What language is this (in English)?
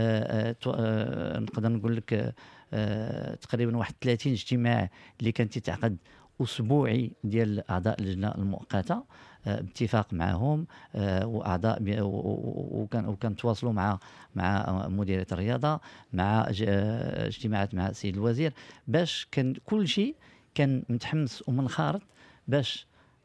Moroccan Arabic